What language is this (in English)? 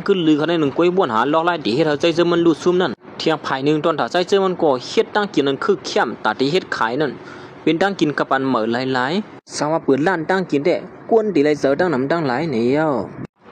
Shan